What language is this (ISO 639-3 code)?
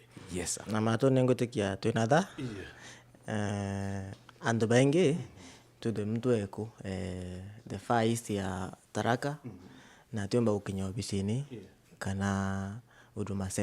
mer